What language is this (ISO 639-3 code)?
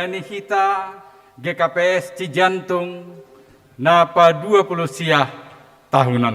bts